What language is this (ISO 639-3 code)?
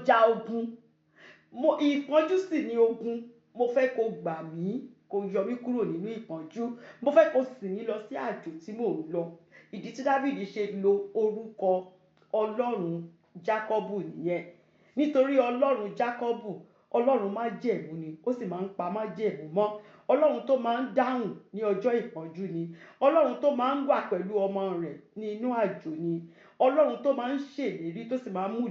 yor